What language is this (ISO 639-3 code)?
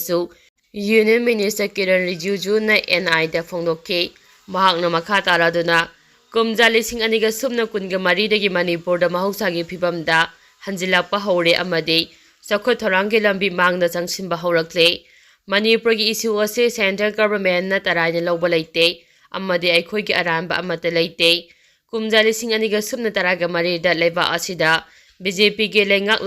mni